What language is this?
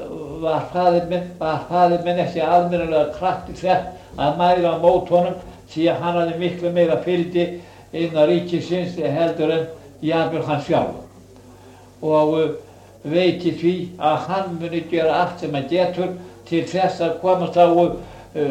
Icelandic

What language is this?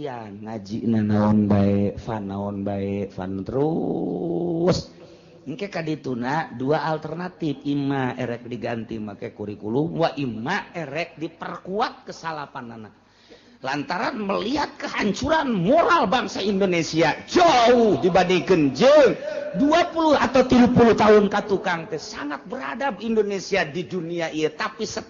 Sundanese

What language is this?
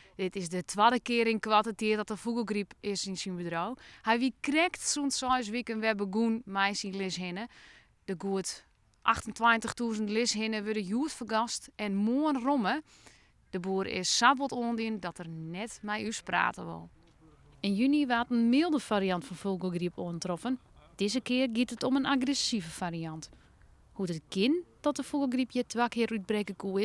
Western Frisian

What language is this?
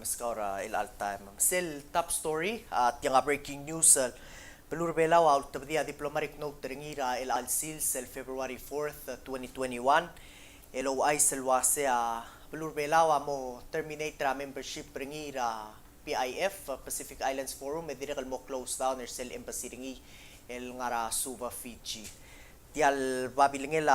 Palauan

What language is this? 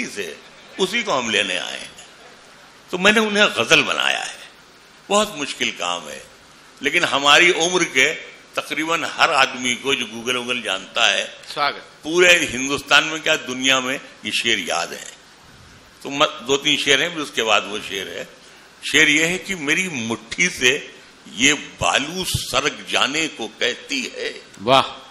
Urdu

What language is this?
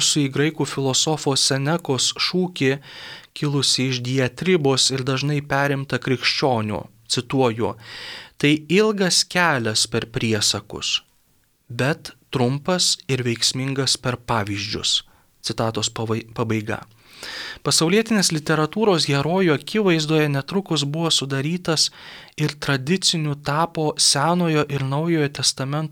Lithuanian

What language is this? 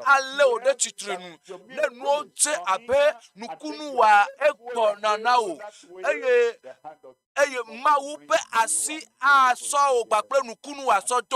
Ewe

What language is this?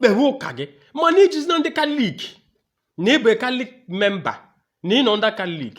Igbo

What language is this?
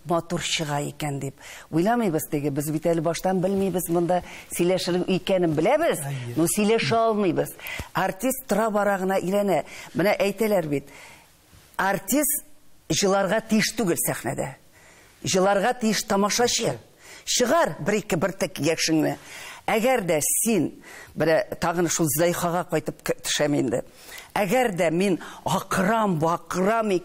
Tatar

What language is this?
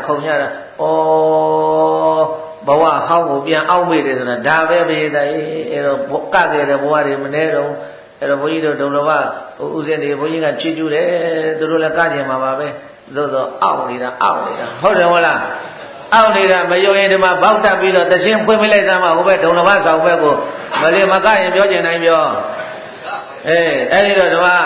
Burmese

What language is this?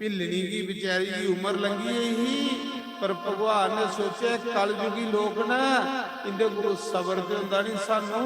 Dogri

